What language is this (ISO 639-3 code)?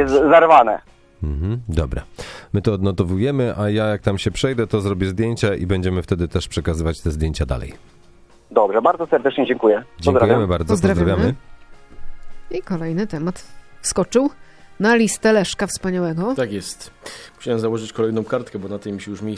pol